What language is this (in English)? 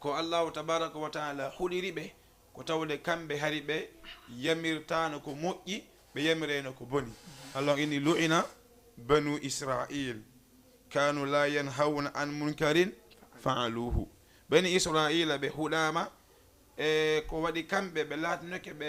Fula